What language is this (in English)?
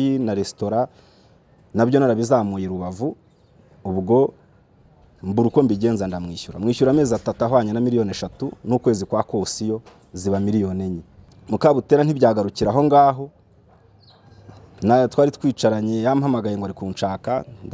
Kinyarwanda